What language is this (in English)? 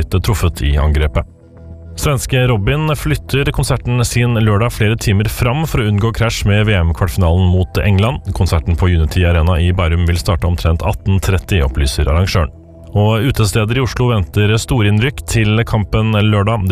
Norwegian